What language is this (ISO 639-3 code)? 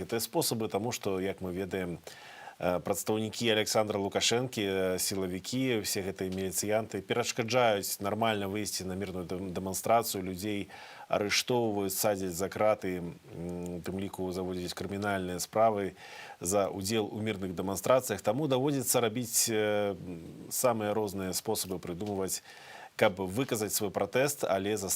bel